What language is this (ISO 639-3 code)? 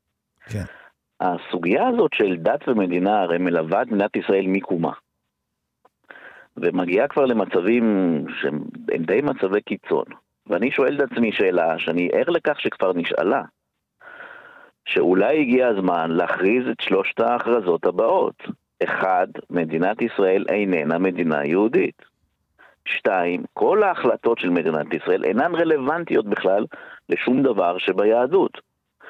heb